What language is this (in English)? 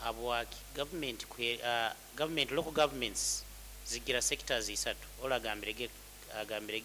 Nyoro